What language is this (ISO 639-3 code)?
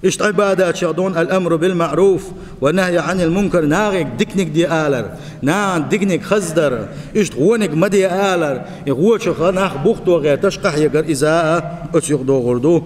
che